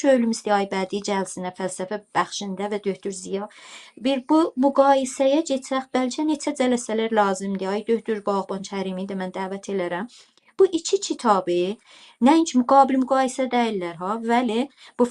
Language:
South Azerbaijani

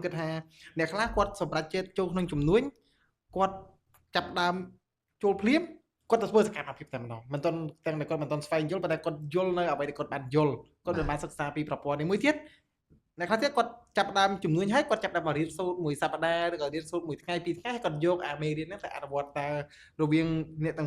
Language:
Khmer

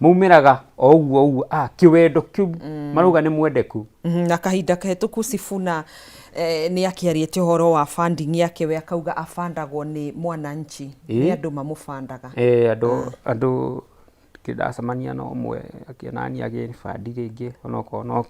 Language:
Kikuyu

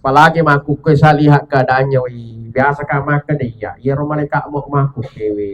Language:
Buginese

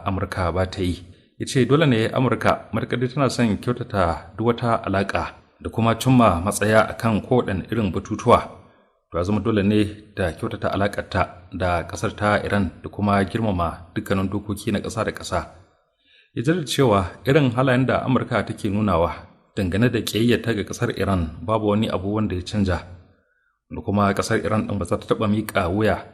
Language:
Hausa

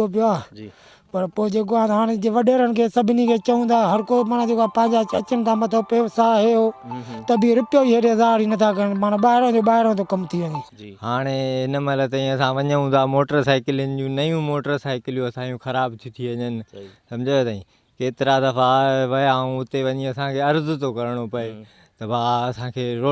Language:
Sindhi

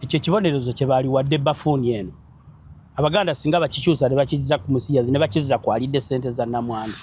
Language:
Ganda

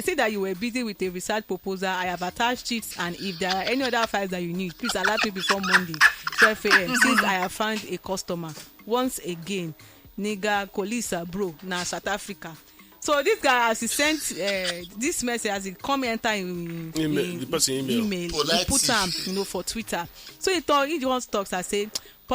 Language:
Nigerian Pidgin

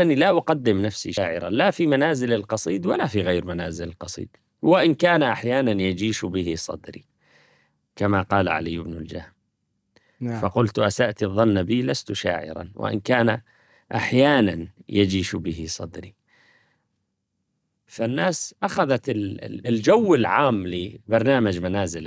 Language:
Arabic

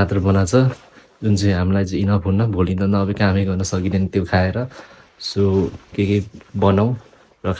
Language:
Nepali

